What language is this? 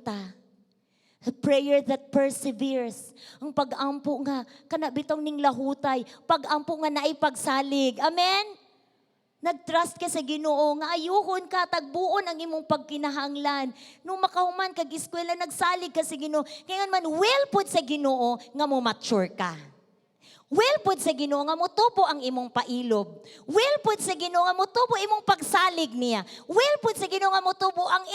Cebuano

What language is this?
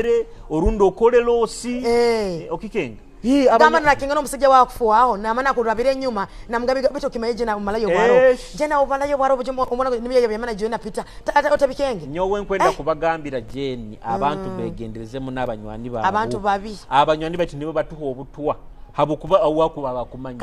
Nyoro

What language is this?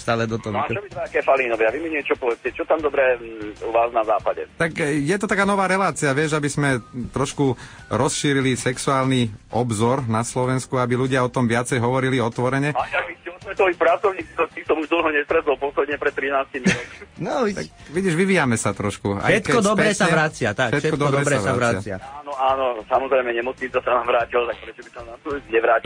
Slovak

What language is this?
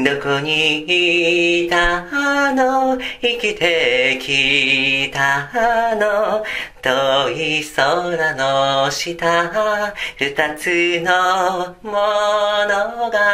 Japanese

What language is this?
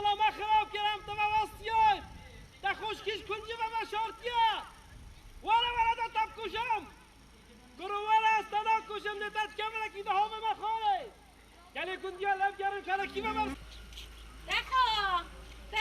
Kurdish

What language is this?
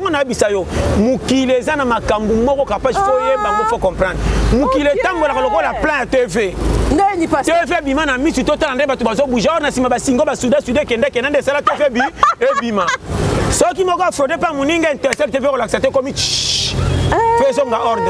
Lingala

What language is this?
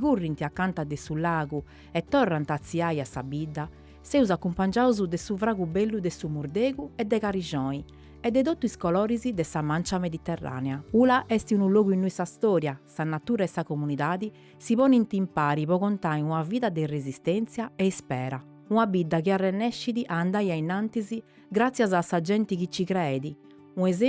Sardinian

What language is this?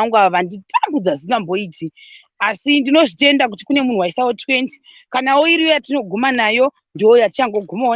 Shona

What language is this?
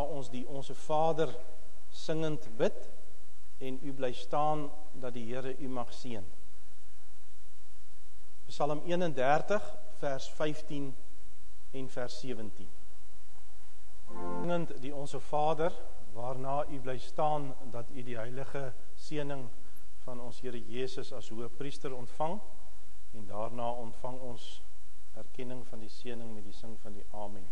Afrikaans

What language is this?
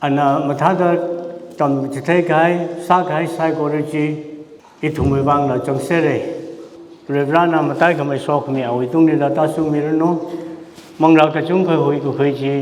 Tangkhul Naga (India)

